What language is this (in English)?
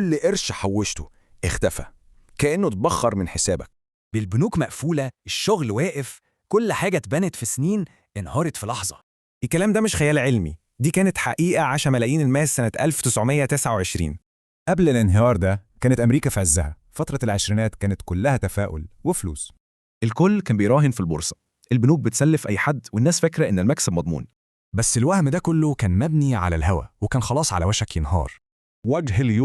Egyptian Arabic